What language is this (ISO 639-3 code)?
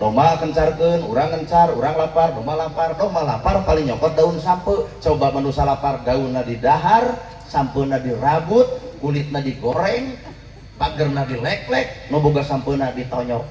sun